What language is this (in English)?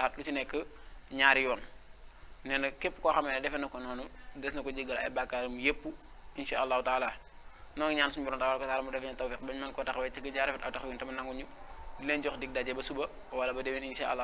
Wolof